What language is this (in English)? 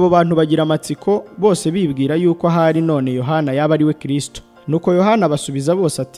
Kinyarwanda